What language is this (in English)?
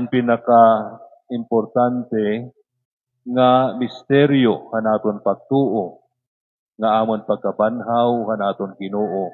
Waray